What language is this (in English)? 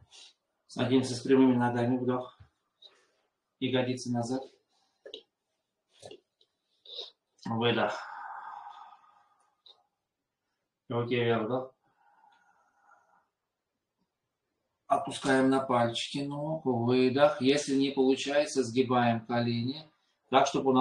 Russian